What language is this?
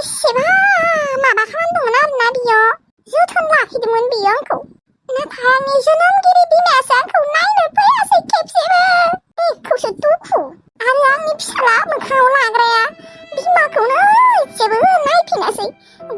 Bodo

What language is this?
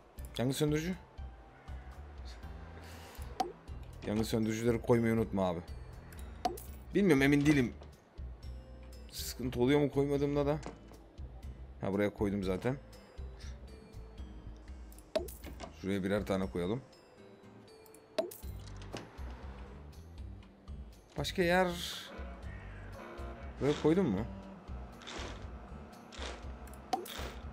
Turkish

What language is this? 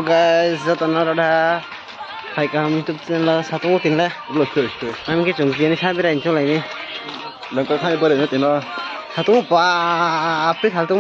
Riang (India)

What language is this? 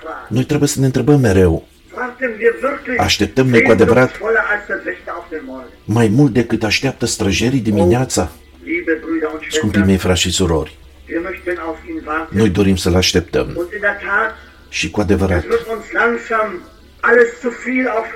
Romanian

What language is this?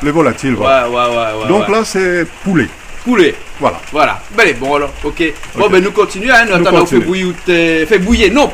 Réunion Creole French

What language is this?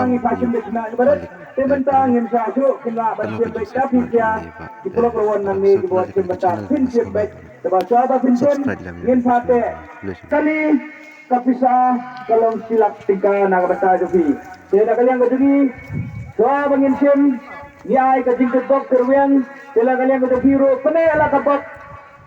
Khasi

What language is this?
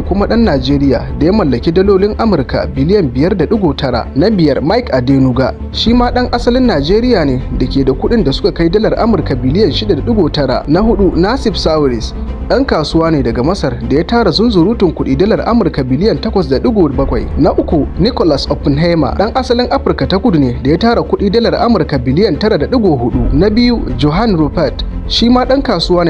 Hausa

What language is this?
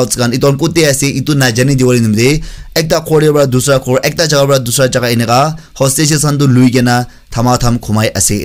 Naga Pidgin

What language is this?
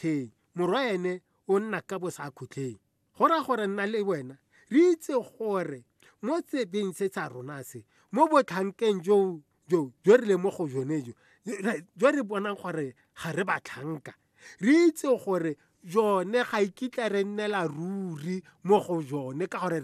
Tswana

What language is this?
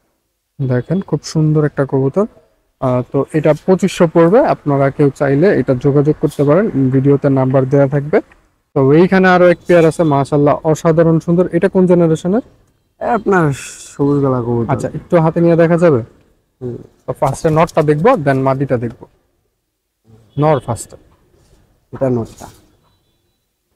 Bangla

